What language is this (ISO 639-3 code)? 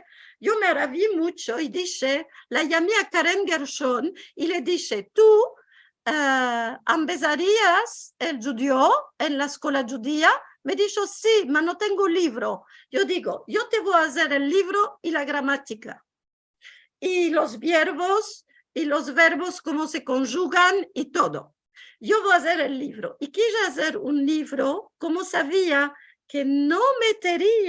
lad